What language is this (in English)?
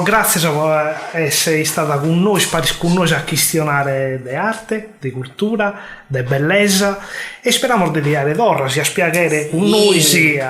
Sardinian